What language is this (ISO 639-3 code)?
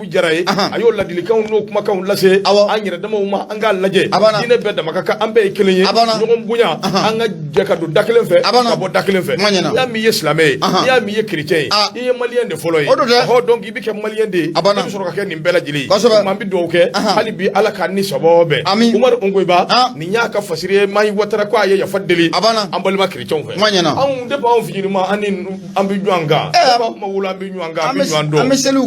bam